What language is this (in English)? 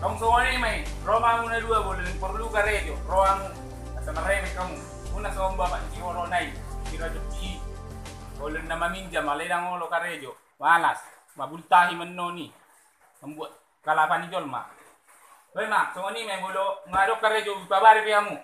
Batak Toba